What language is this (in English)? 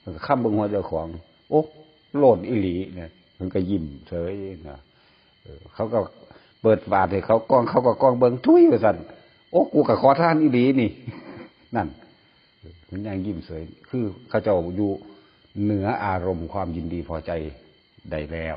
Northeastern Thai